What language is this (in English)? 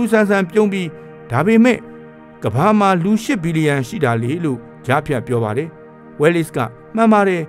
Burmese